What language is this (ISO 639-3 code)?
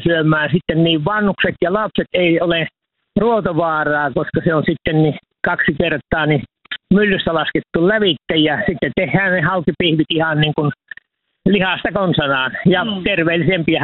fin